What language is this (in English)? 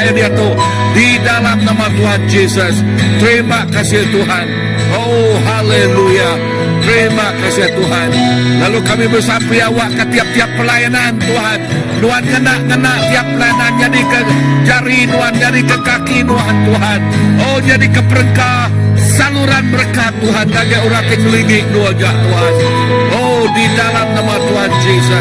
Iban